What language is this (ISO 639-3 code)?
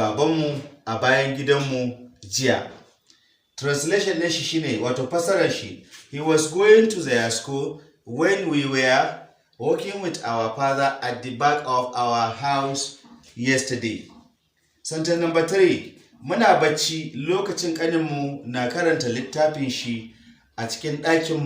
hau